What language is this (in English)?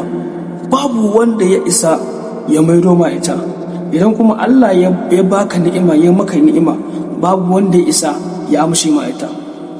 Hausa